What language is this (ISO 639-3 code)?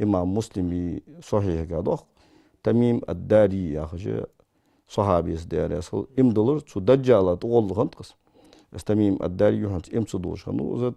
inh